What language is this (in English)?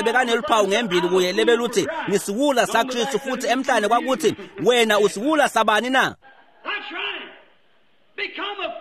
Swati